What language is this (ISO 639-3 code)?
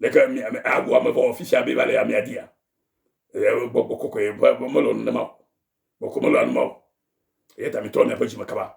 ewe